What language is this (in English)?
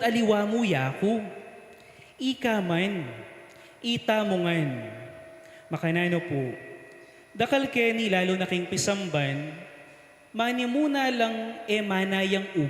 Pampanga